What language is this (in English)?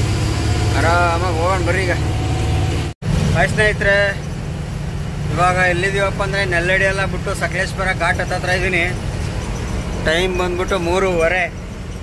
Kannada